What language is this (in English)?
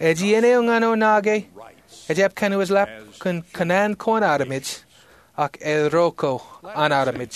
Marshallese